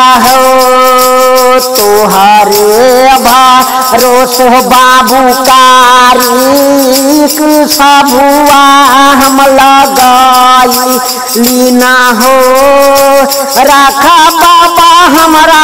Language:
Bhojpuri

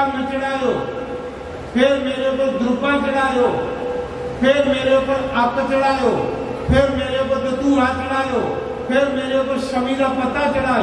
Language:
Dogri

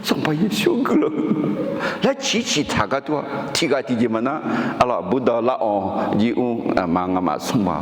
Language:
Akha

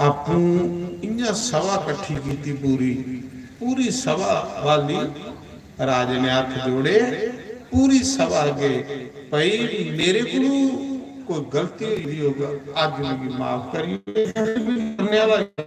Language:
Dogri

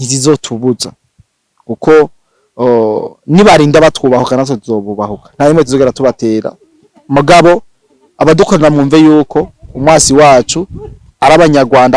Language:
Rundi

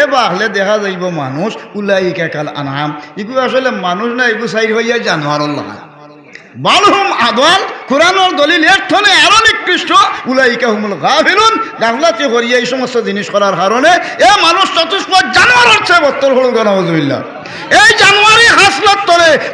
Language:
Sylheti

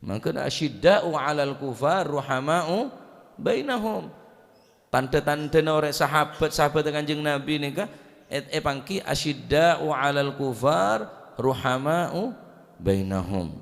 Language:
Madurese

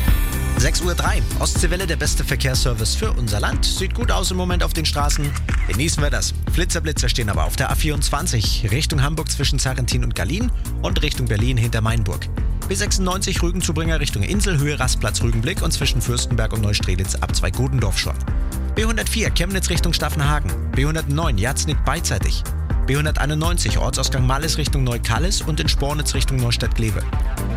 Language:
German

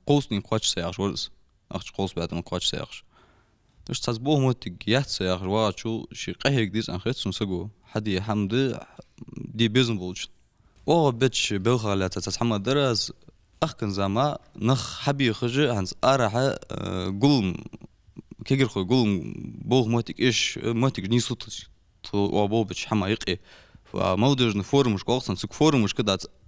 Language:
Ingush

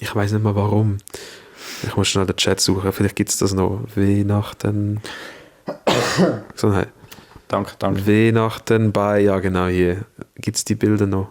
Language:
Swiss German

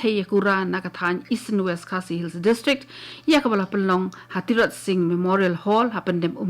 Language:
Khasi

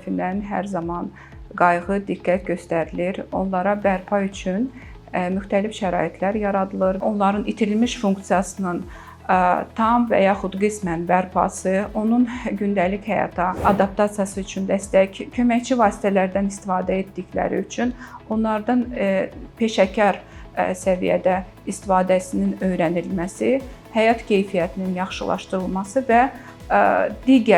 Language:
Azerbaijani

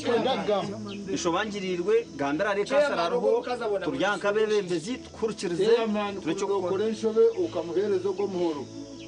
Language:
Nyankole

